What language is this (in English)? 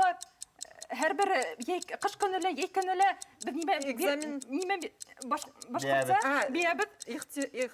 Bashkir